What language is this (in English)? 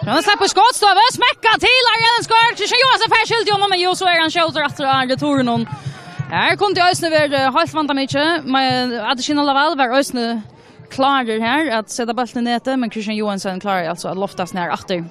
Faroese